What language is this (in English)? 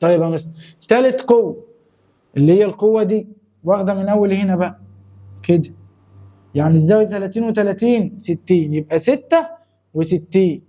Egyptian Arabic